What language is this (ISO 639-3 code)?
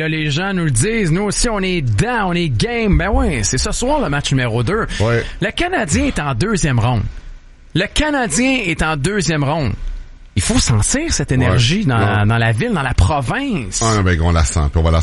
fra